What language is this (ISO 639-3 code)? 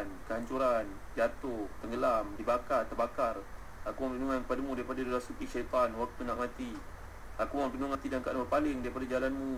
msa